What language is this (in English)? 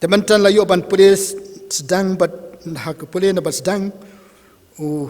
Khasi